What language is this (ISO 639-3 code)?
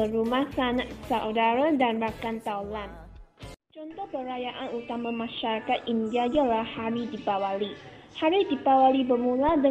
msa